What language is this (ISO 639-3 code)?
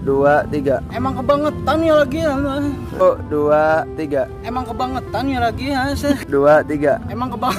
bew